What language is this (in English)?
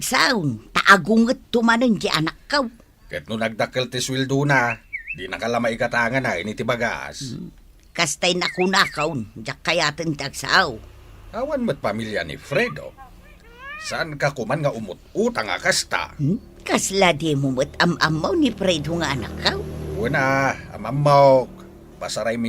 Iloko